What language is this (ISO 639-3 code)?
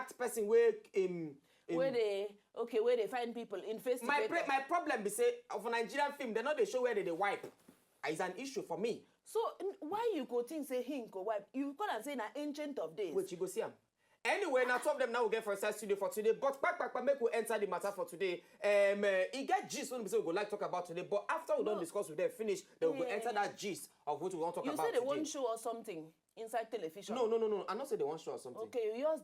pcm